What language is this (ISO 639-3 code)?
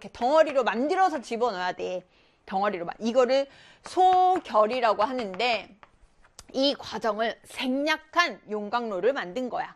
kor